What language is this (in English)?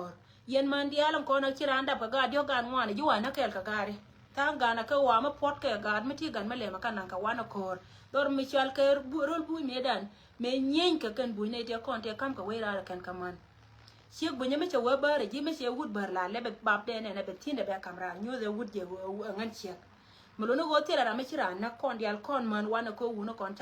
Nuer